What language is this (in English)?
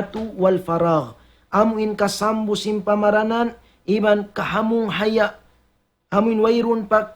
Tausug